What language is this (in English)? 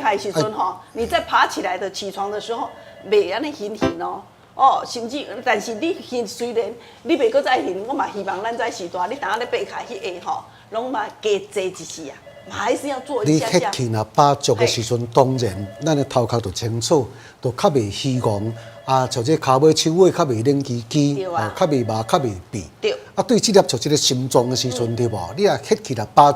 Min Nan Chinese